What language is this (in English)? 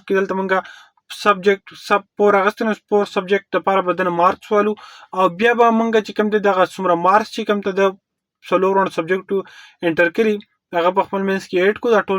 Pashto